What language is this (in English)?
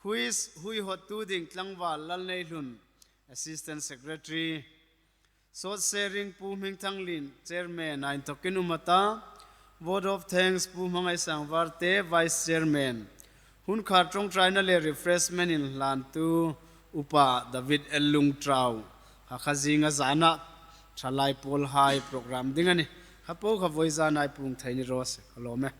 Hmar